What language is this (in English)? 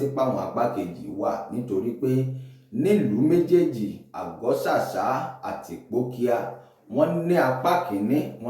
Yoruba